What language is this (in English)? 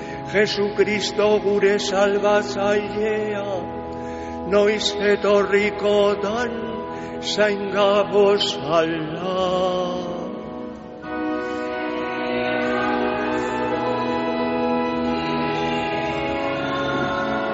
Basque